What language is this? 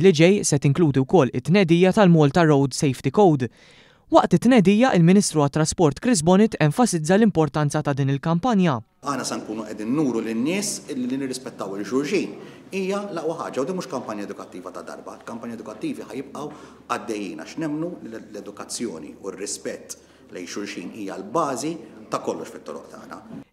Maltese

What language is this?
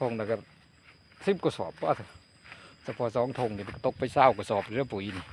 Northeastern Thai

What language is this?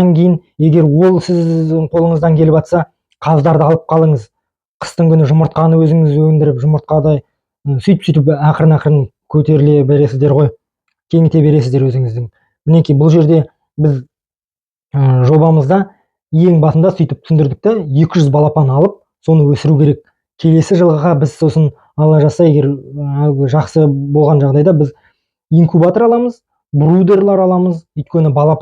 Kazakh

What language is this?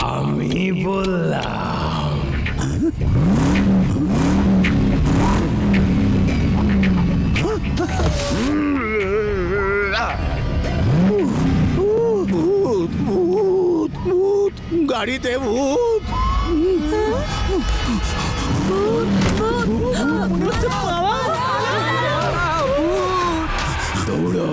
Bangla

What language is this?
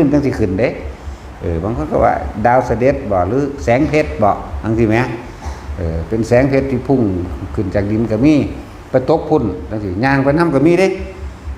Northeastern Thai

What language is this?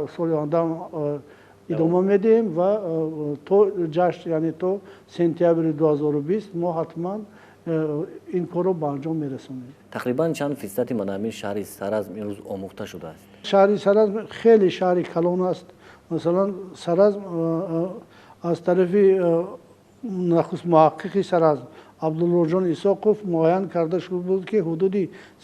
Tajik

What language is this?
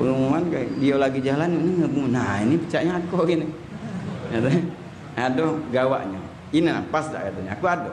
Musi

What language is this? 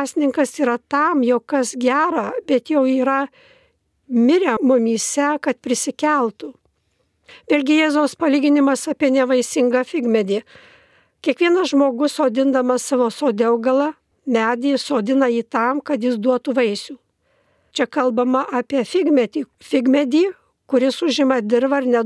Lithuanian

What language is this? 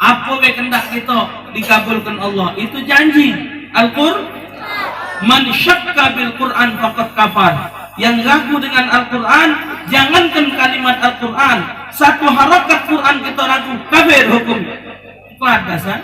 Musi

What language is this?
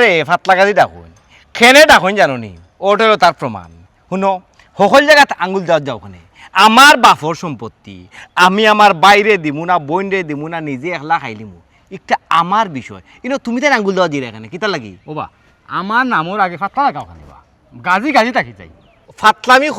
Sylheti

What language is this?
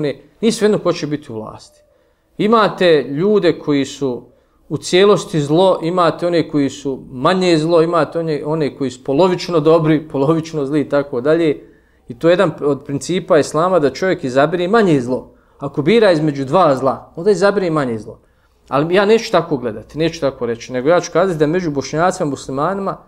Bosnian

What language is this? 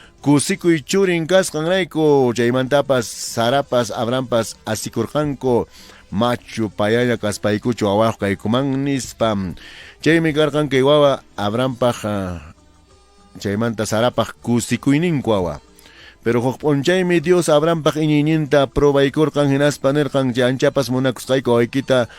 Quechua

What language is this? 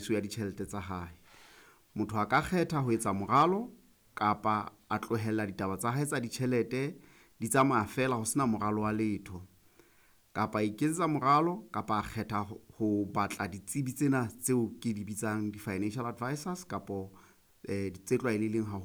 Southern Sotho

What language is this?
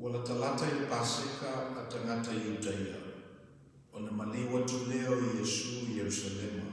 Samoan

